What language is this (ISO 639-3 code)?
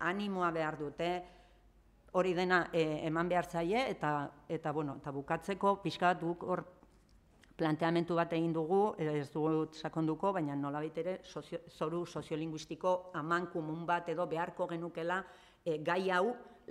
eus